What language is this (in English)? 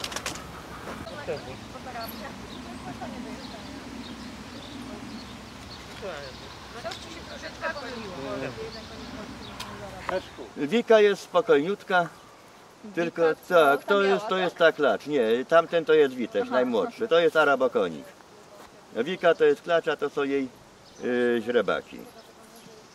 Polish